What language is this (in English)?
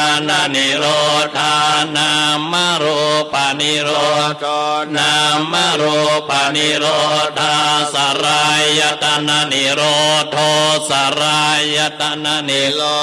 Pali